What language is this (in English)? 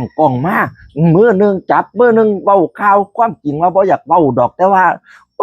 Northeastern Thai